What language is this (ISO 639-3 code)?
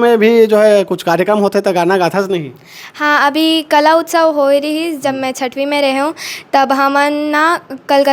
hne